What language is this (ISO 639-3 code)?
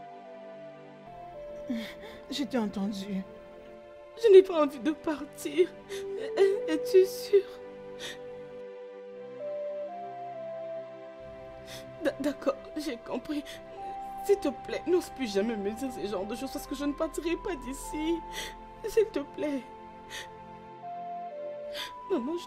fra